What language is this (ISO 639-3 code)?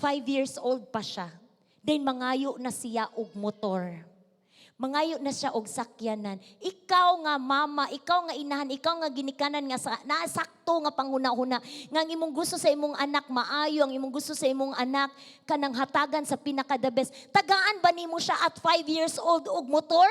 ceb